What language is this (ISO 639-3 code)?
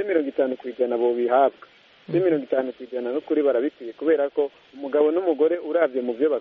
kin